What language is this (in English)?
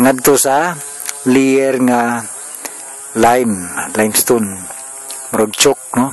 Cebuano